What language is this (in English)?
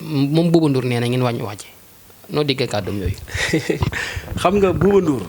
Wolof